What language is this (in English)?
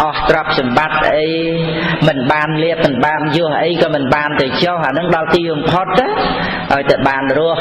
Khmer